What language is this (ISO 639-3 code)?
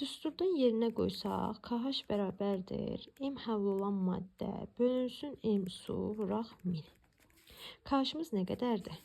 aze